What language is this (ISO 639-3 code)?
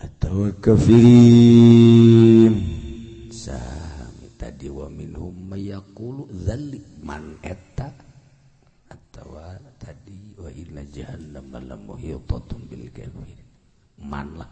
sun